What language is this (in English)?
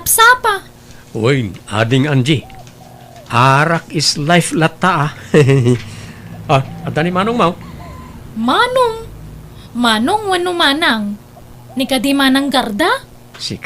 Iloko